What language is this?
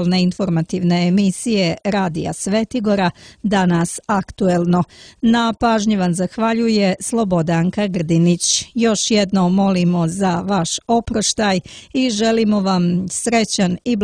Serbian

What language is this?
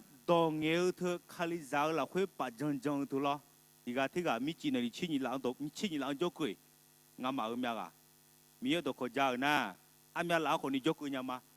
Akha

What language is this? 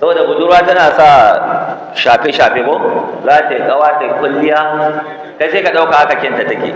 Hausa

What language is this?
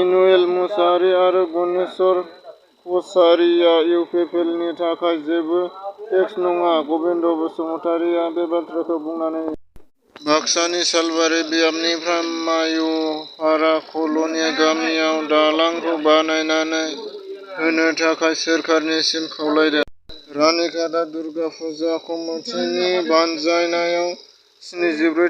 Bodo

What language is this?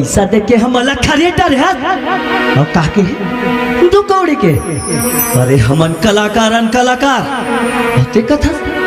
Chhattisgarhi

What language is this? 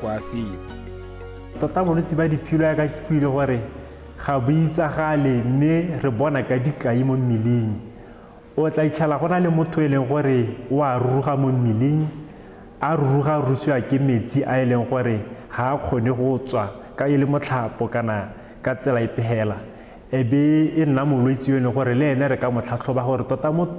Tswana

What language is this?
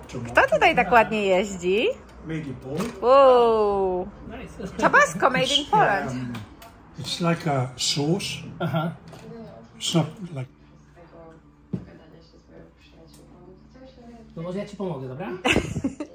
Polish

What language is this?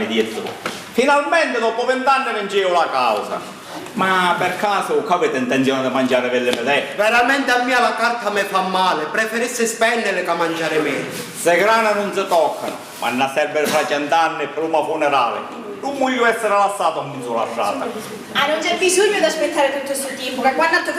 Sicilian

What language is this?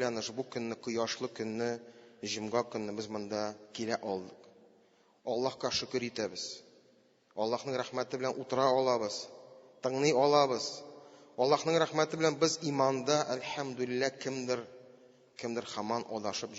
Tatar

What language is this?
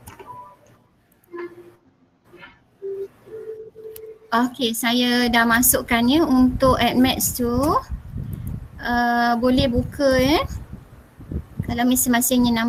Malay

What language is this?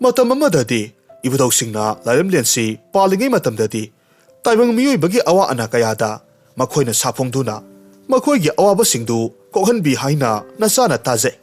Manipuri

